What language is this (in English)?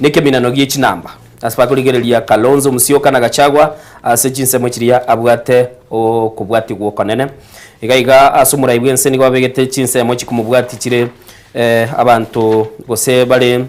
Gusii